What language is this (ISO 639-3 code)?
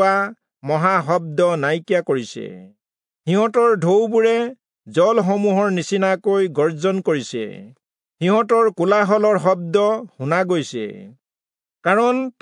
asm